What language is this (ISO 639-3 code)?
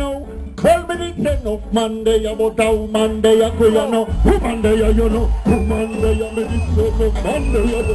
jam